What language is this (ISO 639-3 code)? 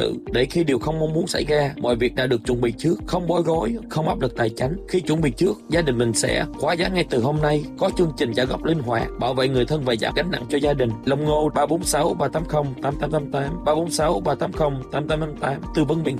vie